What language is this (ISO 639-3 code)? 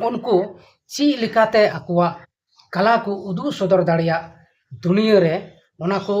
sat